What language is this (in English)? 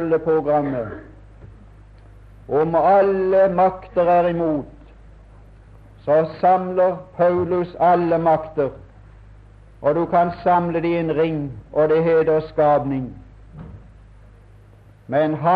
Norwegian